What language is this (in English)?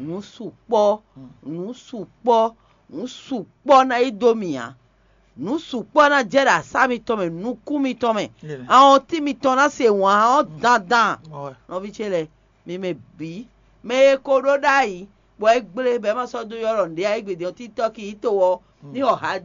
Fon